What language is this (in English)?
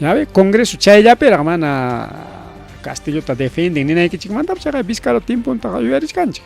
Ayacucho Quechua